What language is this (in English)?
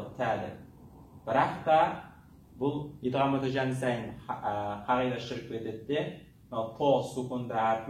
Kazakh